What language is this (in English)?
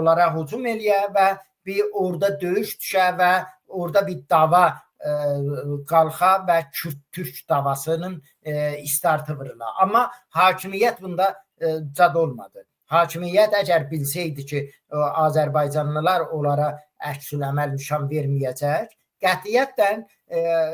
Azerbaijani